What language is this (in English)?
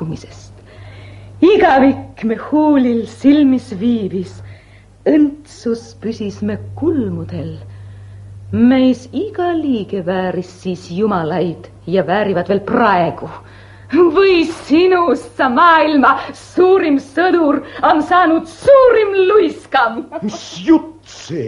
Estonian